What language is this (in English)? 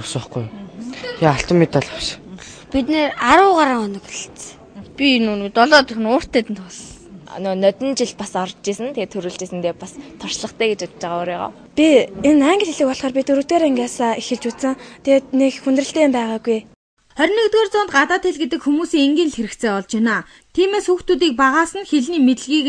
Mongolian